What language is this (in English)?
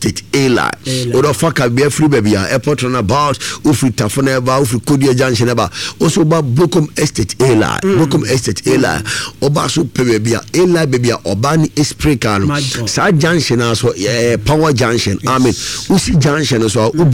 Akan